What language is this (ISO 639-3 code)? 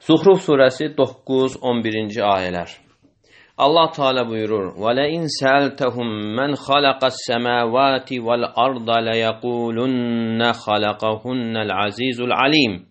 aze